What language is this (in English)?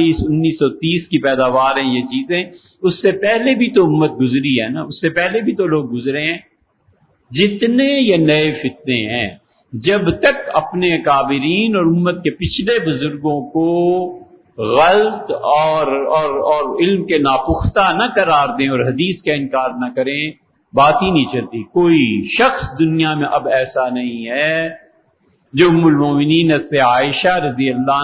Urdu